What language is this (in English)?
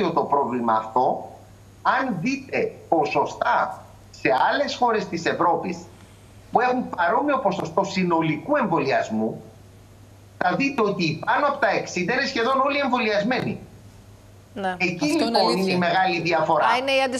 Greek